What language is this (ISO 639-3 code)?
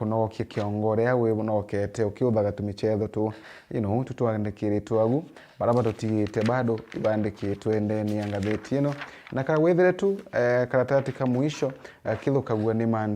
mer